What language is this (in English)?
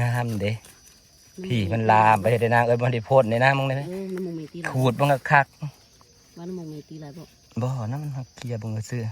Northeastern Thai